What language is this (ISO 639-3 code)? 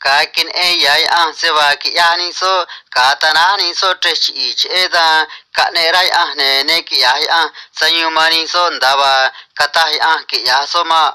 trc